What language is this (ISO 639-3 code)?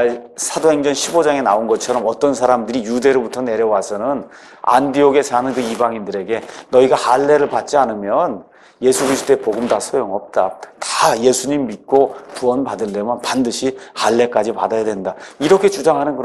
kor